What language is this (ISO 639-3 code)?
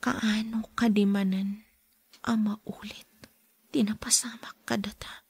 ilo